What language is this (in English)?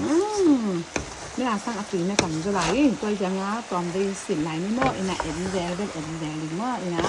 Tedim Chin